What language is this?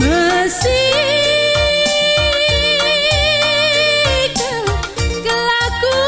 Batak Karo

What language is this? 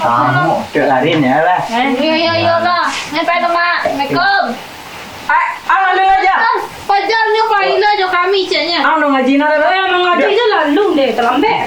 Minangkabau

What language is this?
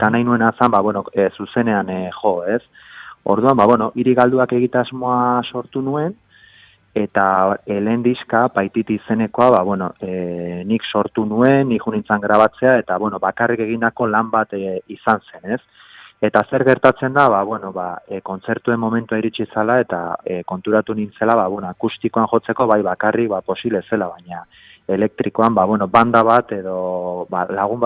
Basque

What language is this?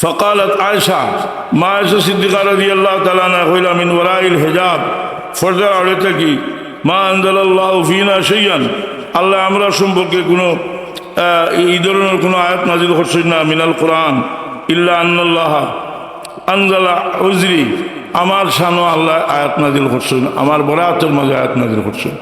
Sylheti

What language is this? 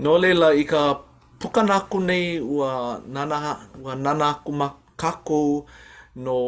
Hawaiian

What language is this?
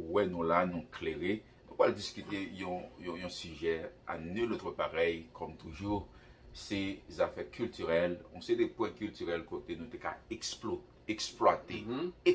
Haitian Creole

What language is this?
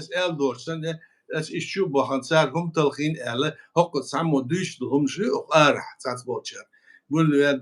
Chechen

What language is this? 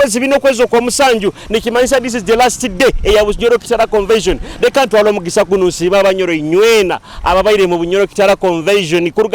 Nyoro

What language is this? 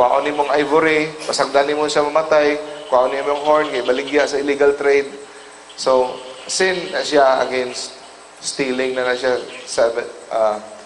Cebuano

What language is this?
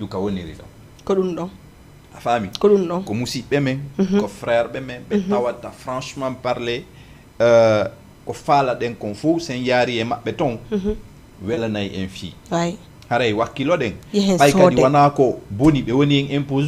Fula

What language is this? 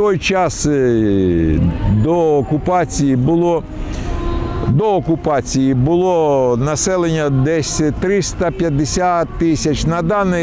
Ukrainian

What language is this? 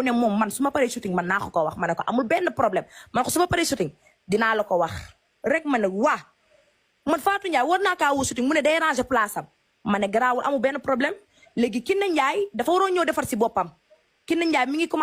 Wolof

